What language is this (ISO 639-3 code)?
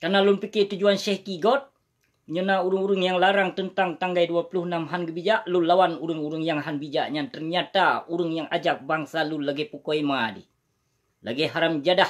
ace